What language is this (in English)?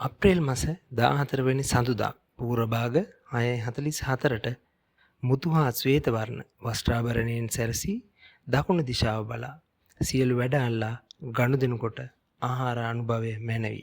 Sinhala